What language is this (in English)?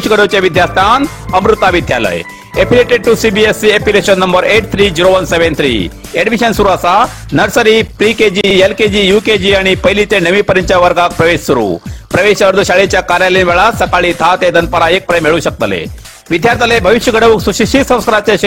Konkani